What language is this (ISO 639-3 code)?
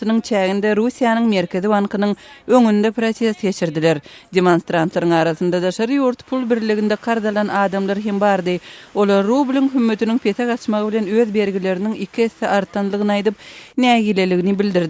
tuk